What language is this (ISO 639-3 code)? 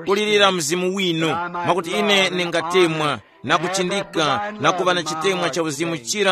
tum